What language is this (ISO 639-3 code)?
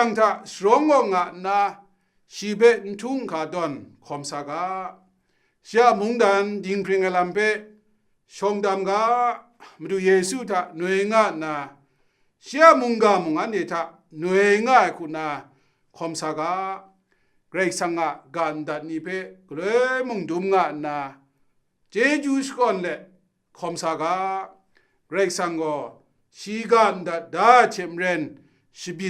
kac